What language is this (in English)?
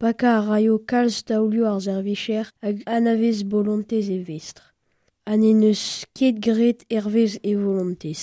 Breton